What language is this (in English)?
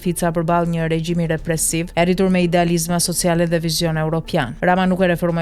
Albanian